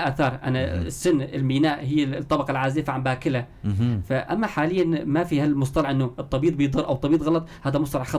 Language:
North Levantine Arabic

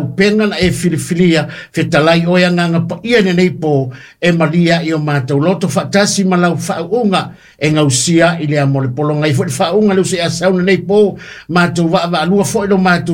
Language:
Samoan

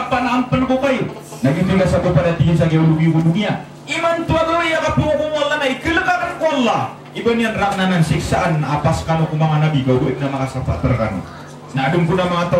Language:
Maranao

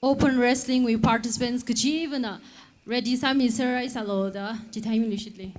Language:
Tangkhul Naga (India)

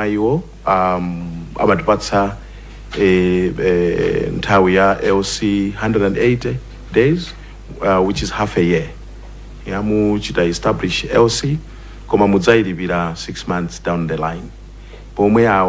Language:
Nyanja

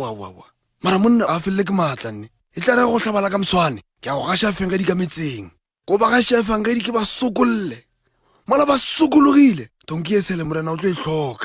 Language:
Northern Sotho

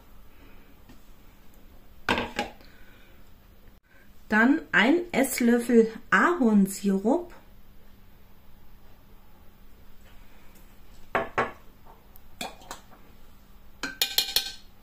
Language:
German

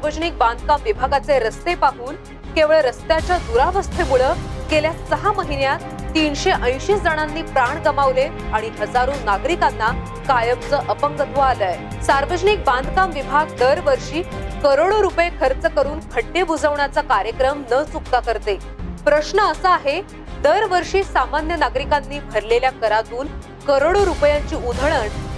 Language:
Marathi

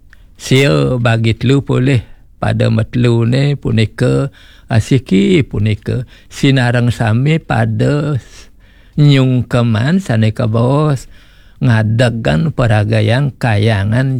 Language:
Balinese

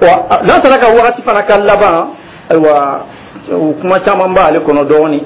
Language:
Dyula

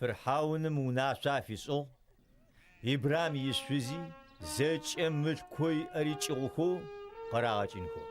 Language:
Adyghe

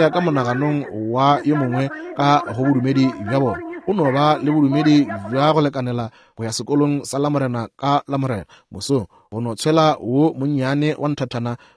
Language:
Northern Sotho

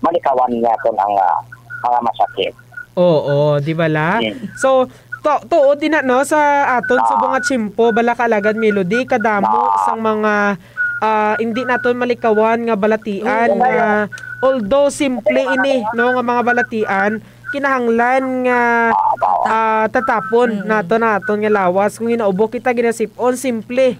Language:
Hiligaynon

